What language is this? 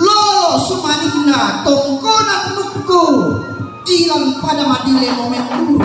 Toraja-Sa'dan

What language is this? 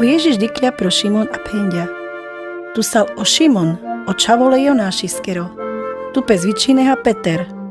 Carpathian Romani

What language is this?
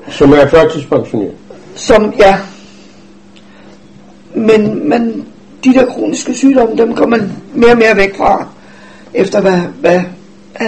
Danish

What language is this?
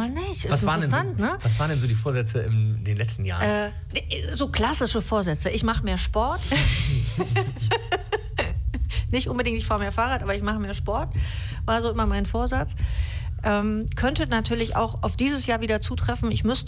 German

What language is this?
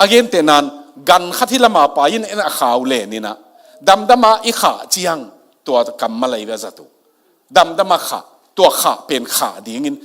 Tedim Chin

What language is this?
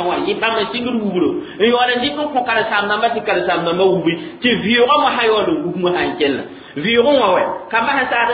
Mossi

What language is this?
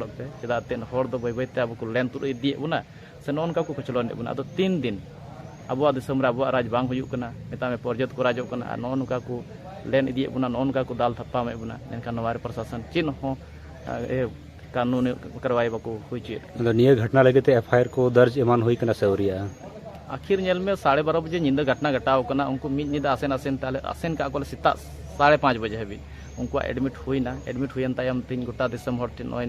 Santali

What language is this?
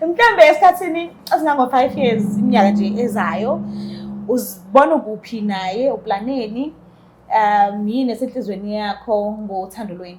Zulu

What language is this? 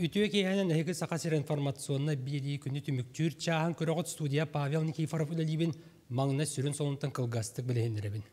Yakut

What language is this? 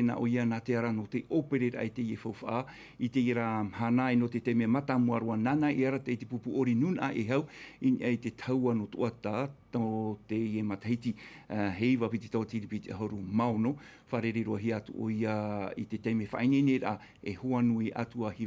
Tahitian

